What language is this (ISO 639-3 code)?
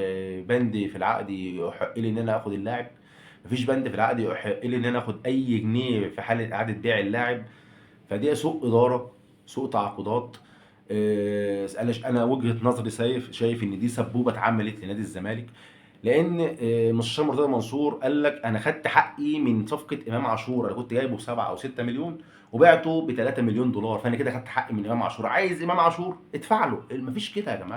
arz